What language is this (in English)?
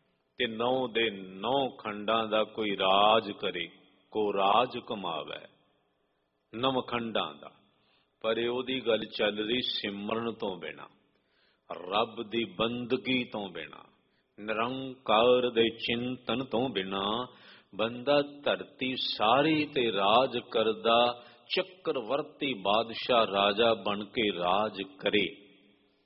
Punjabi